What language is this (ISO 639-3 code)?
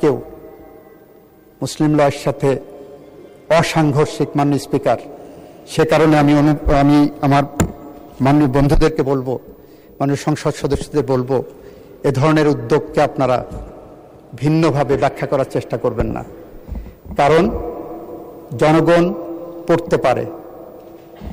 ben